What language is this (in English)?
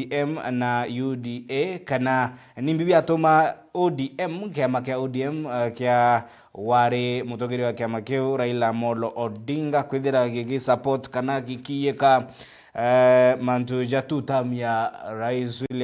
Meru